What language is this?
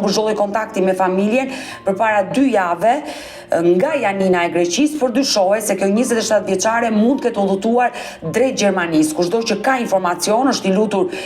Albanian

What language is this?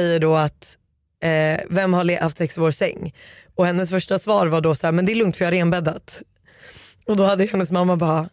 Swedish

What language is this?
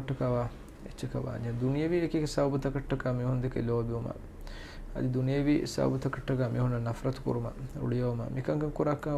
Divehi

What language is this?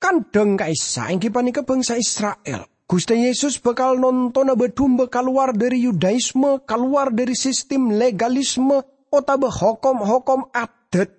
Madurese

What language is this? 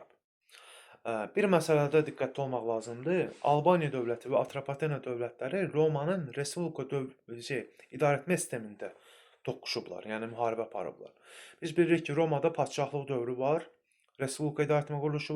Azerbaijani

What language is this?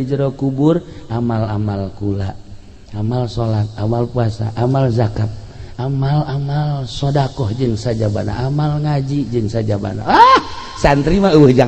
Sundanese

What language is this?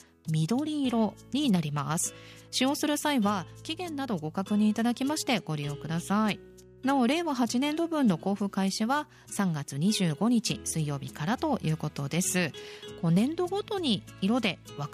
Japanese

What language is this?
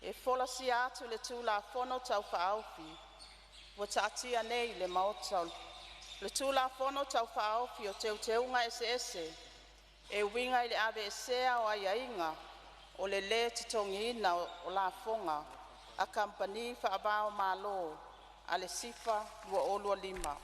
Samoan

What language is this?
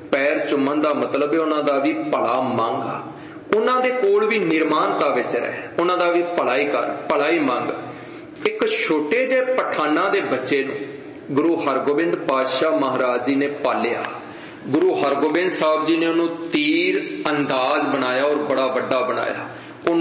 Punjabi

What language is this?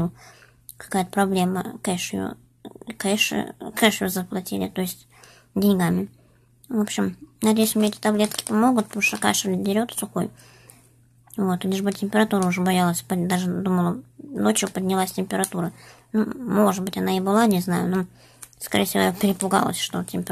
Russian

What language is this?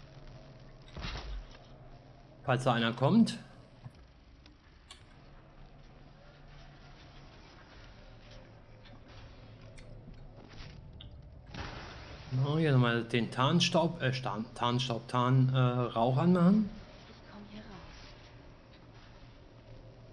German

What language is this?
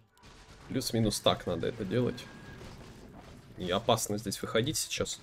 Russian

